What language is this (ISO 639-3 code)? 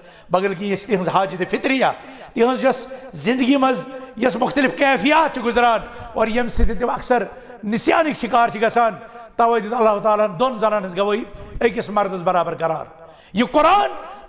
kas